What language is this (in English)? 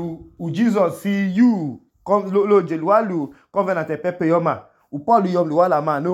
Idoma